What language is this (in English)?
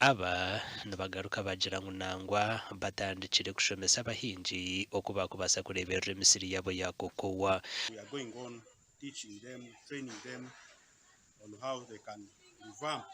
Nyankole